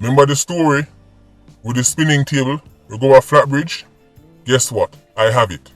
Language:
Jamaican Creole English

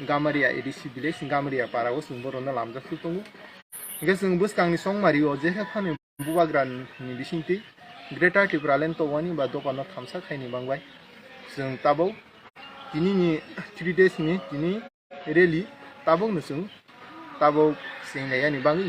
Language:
Kok Borok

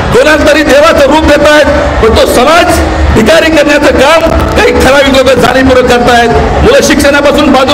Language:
Marathi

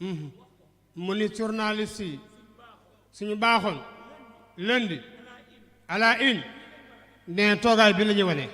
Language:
Wolof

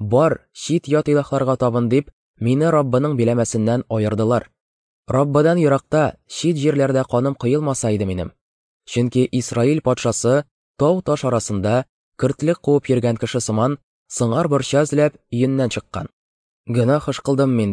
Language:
Tatar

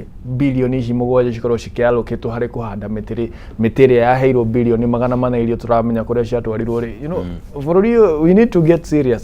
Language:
Kikuyu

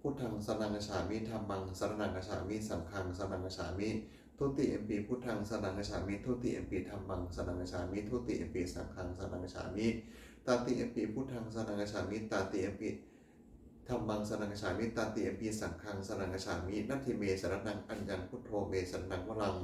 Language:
Pali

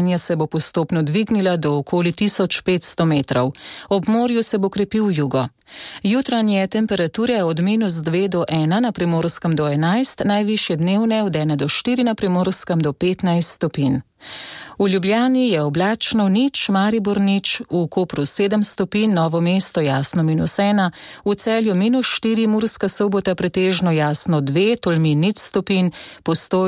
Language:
Slovenian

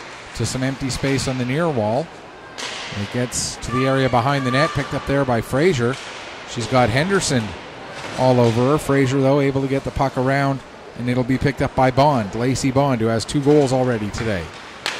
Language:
English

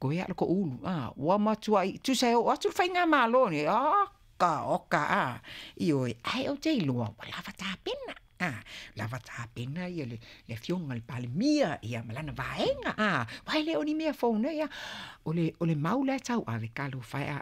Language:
Samoan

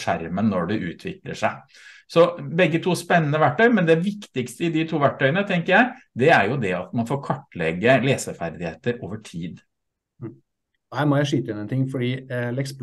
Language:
Norwegian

